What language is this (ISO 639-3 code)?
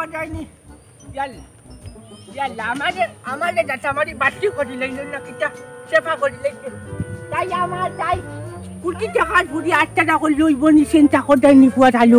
syl